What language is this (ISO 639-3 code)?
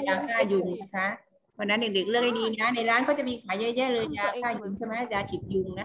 tha